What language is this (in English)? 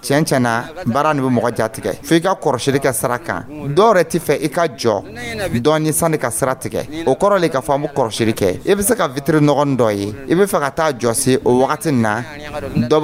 Dyula